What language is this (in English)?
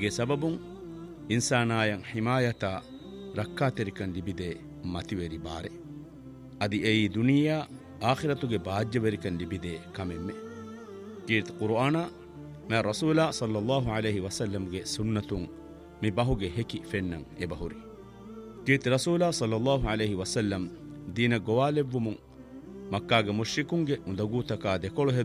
Divehi